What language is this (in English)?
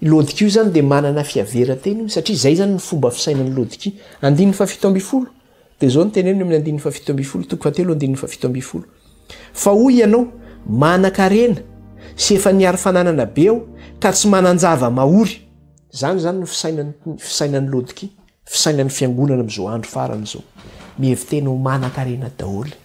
Malagasy